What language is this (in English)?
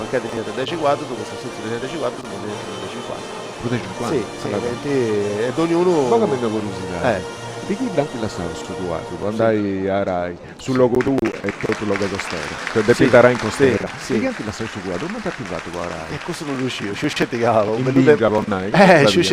Sardinian